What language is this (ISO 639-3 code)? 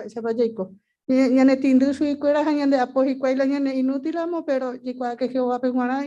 grn